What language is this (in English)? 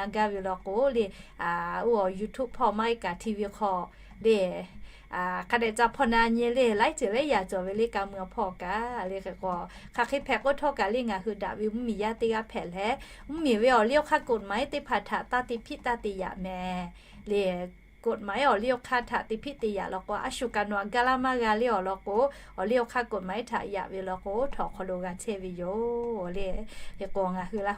Lahu